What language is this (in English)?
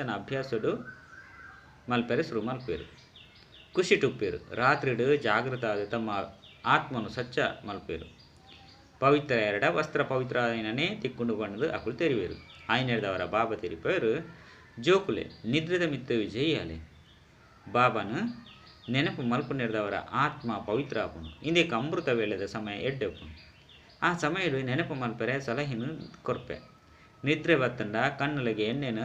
Tulu